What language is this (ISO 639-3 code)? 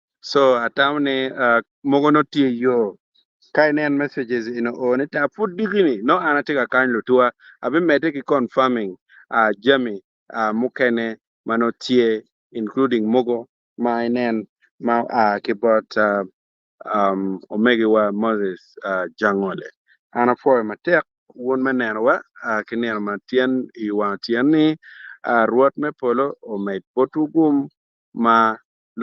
ach